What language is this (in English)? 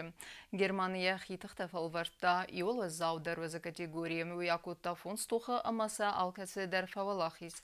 Ossetic